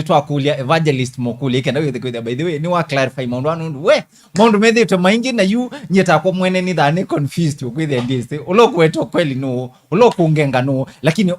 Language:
Kamba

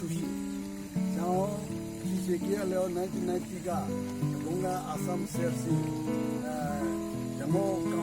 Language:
Southern Rengma Naga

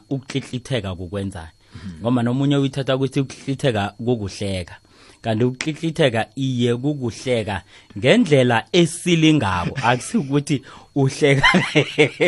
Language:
South Ndebele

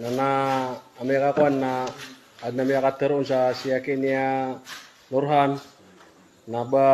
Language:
Maranao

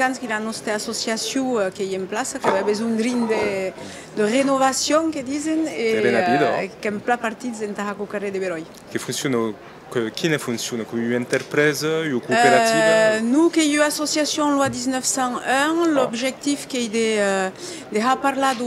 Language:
Occitan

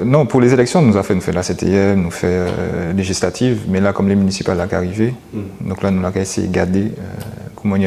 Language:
Guadeloupean Creole French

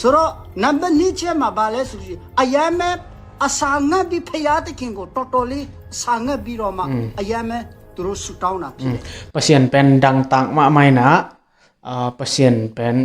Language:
Tedim Chin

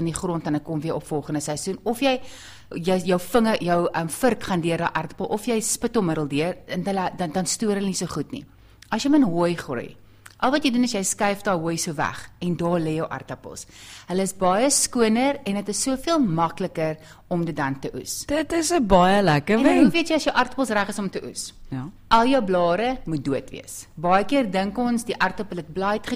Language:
Afrikaans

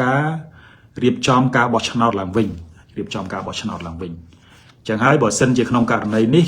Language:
Khmer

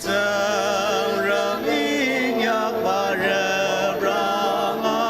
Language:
Ao Naga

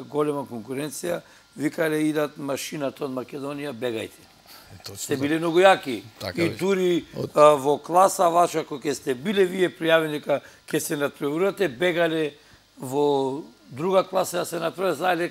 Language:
Macedonian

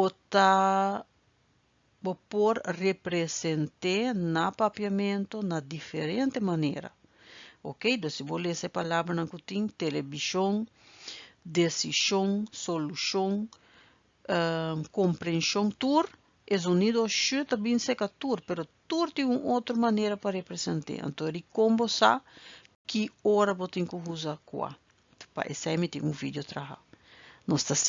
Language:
Papiamento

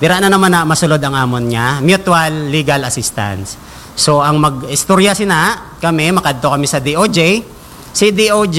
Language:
Hiligaynon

